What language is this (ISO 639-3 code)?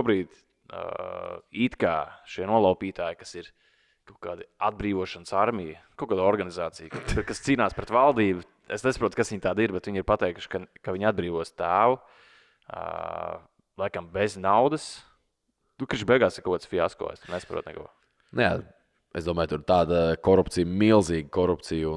lav